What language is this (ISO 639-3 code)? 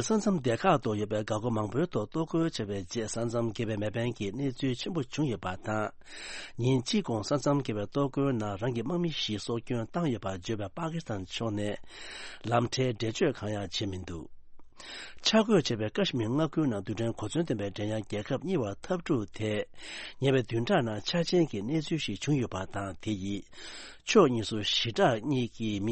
bod